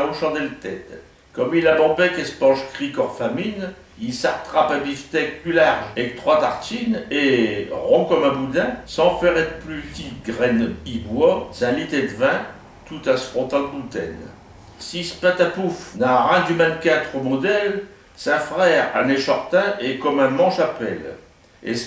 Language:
Picard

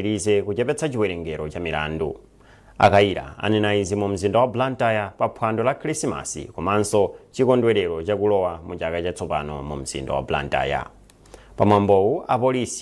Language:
Nyanja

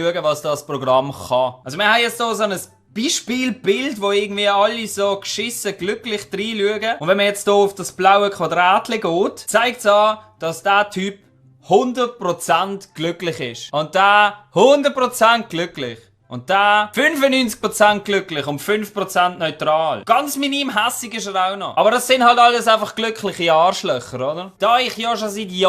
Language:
Swiss German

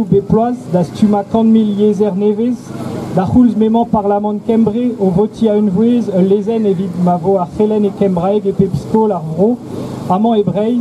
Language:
Breton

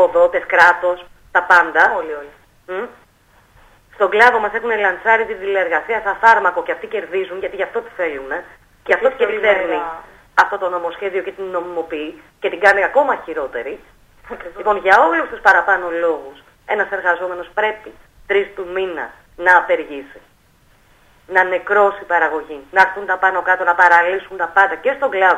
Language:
Greek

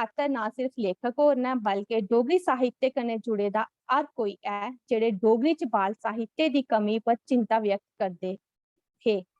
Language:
Dogri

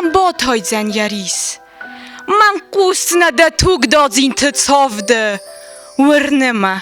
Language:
Ossetic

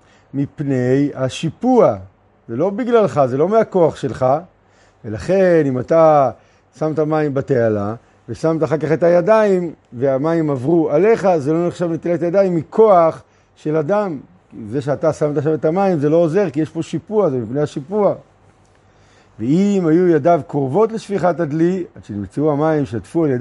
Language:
Hebrew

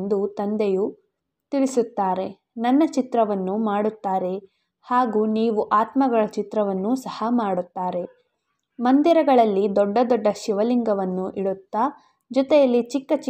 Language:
Kannada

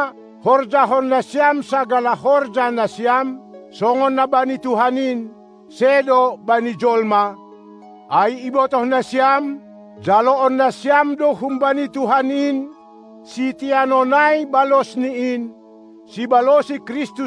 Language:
Batak Simalungun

